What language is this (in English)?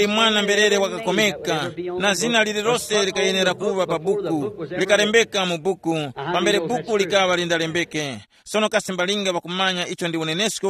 Tumbuka